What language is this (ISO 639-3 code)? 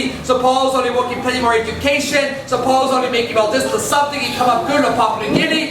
tpi